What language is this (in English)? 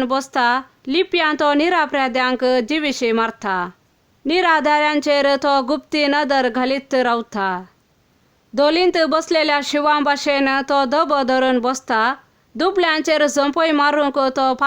Konkani